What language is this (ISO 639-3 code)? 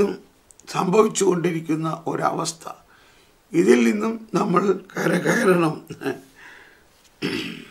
mal